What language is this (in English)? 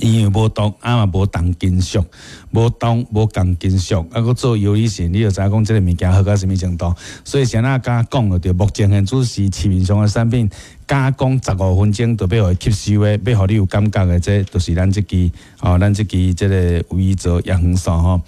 Min Nan Chinese